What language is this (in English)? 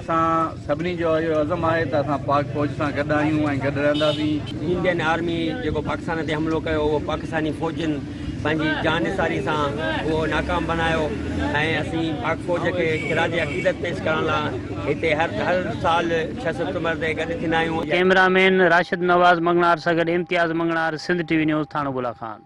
Sindhi